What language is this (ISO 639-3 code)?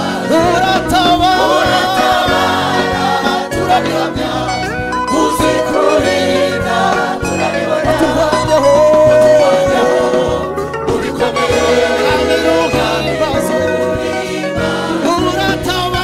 kin